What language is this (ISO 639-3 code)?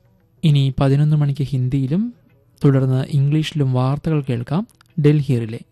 mal